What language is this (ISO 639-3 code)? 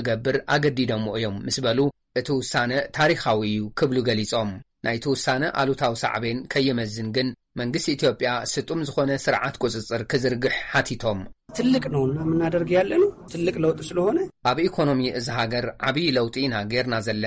tir